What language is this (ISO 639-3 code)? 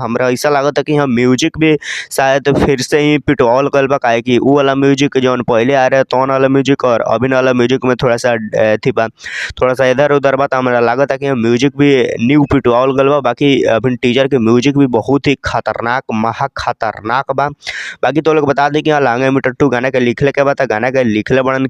bho